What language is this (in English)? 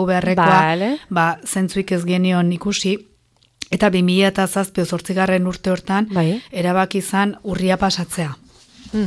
Basque